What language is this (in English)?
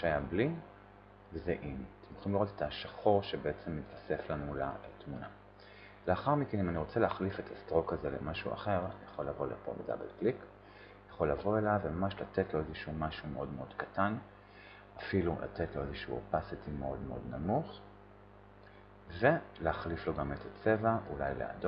Hebrew